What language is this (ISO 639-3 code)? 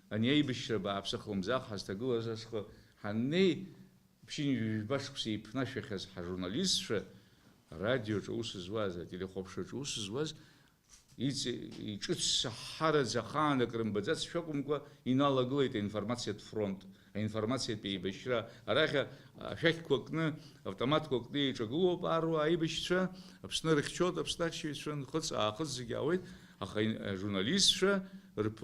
abk